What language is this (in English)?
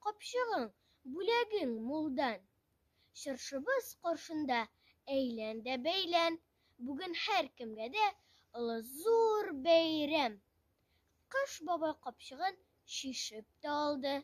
Tatar